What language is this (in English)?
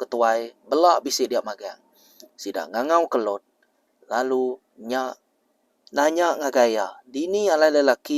Iban